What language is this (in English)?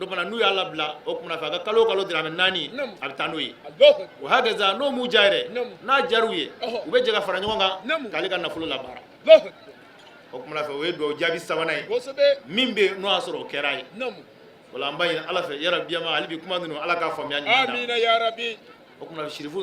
Bambara